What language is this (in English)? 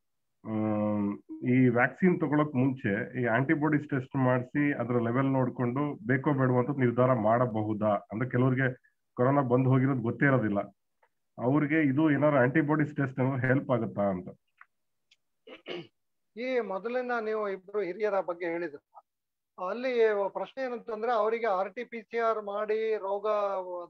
Kannada